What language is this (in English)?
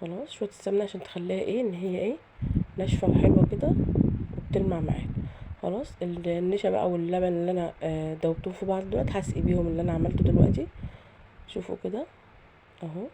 Egyptian Arabic